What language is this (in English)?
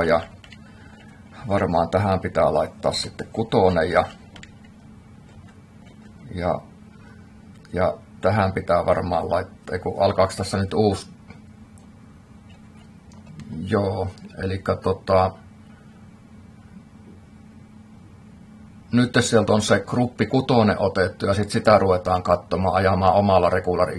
Finnish